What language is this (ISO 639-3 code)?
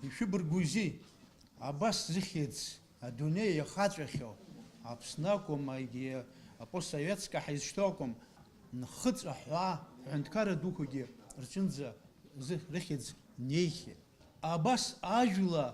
abk